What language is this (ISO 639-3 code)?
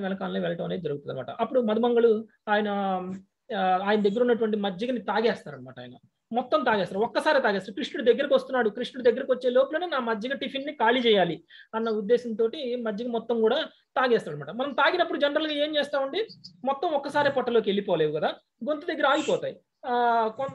tel